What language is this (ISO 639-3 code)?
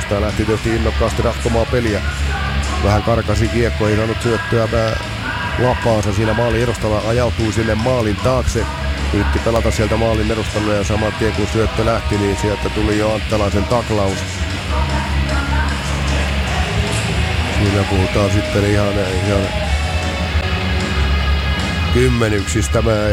fin